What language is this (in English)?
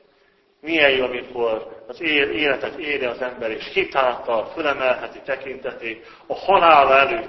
Hungarian